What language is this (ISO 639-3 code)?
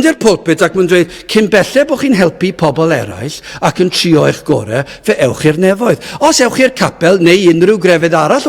cym